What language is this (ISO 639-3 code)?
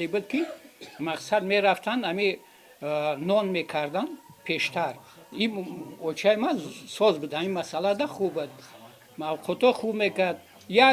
tgk